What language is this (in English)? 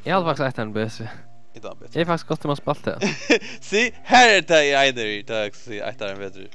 Faroese